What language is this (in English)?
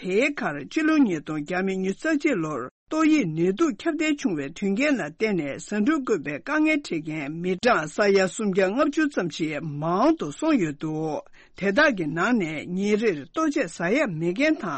Tibetan